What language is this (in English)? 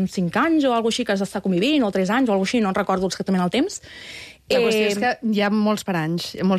Catalan